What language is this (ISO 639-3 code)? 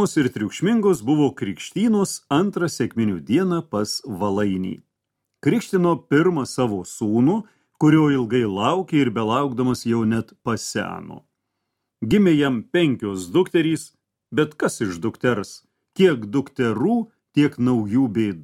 lit